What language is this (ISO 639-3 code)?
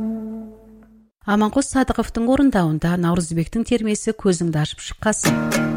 kaz